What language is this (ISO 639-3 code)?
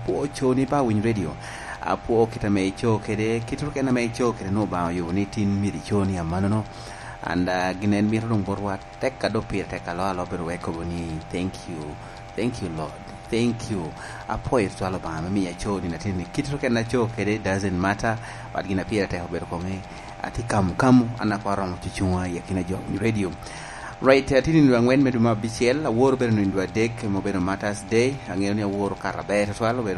laj